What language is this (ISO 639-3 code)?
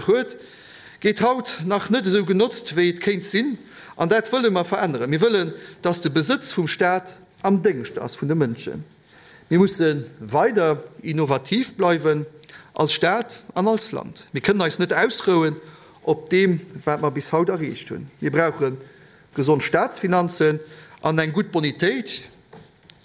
ltz